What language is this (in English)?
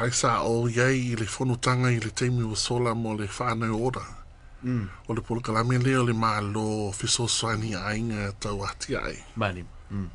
Samoan